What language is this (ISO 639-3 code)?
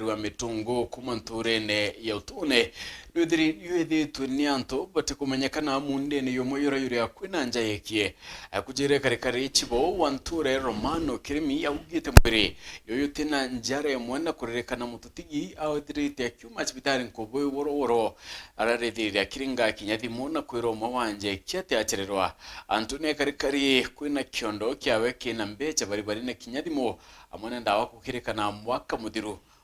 mer